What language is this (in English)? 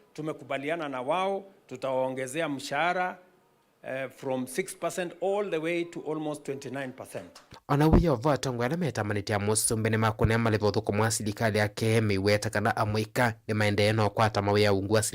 Kamba